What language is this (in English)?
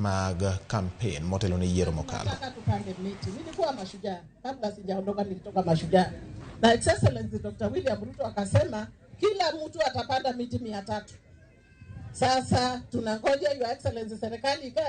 Luo (Kenya and Tanzania)